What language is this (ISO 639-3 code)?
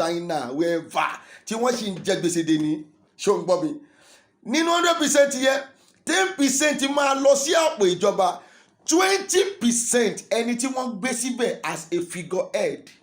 yor